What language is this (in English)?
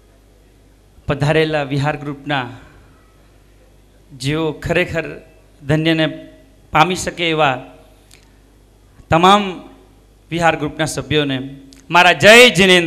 Gujarati